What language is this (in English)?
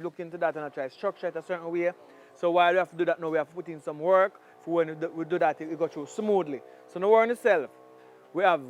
Jamaican Creole English